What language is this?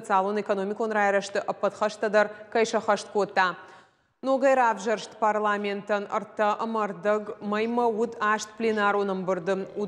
Ossetic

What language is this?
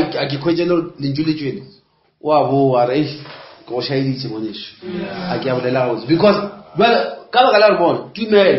Northern Sotho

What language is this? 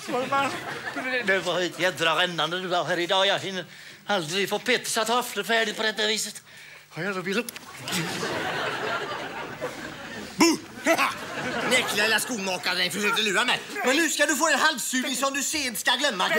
Swedish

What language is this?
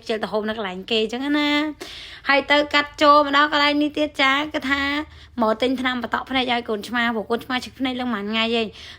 Khmer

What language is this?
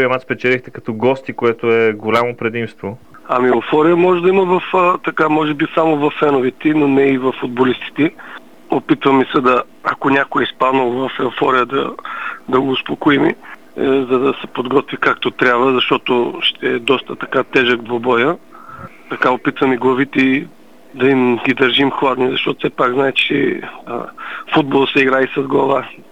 Bulgarian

